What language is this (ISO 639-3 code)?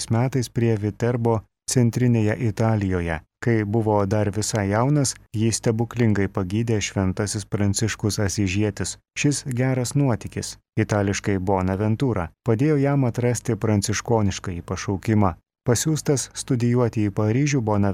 lit